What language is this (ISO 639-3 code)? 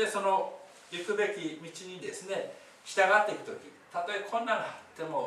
jpn